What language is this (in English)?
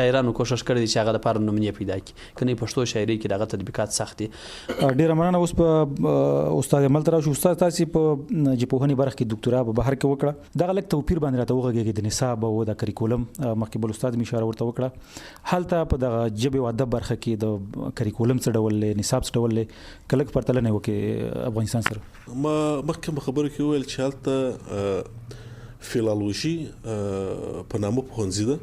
Pashto